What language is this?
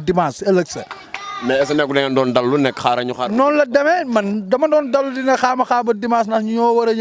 Wolof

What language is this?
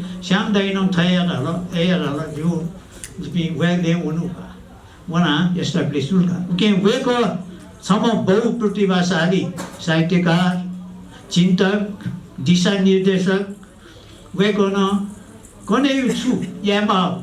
Newari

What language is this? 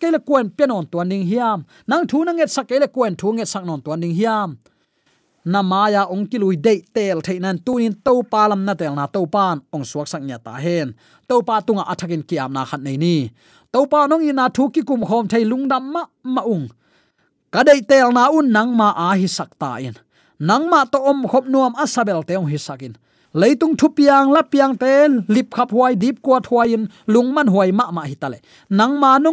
Tedim Chin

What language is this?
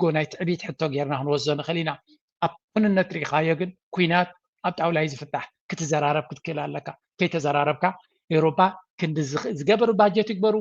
Tigrinya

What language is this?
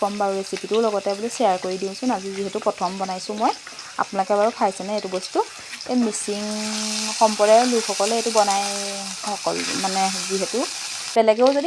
Assamese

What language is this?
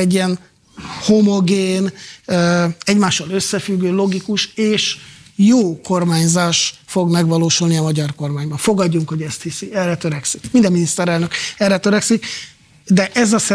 Hungarian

